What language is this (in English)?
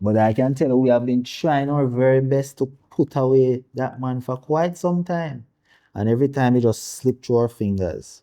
Jamaican Creole English